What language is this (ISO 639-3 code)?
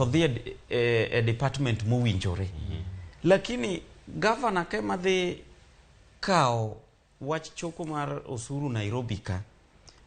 luo